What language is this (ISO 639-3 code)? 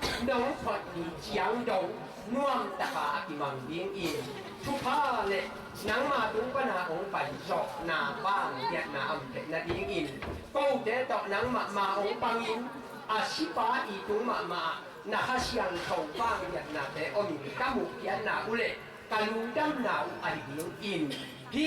ctd